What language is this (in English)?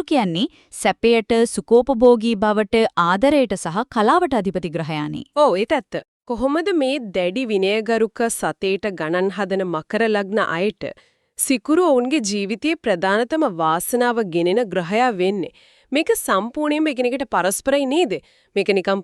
Sinhala